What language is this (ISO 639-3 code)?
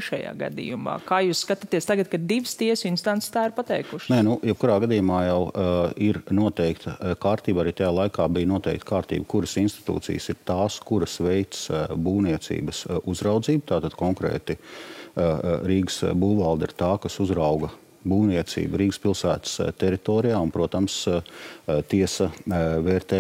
lav